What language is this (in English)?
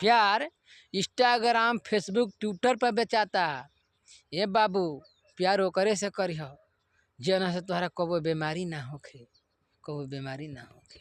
Bhojpuri